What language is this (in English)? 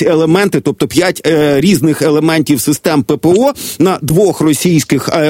Ukrainian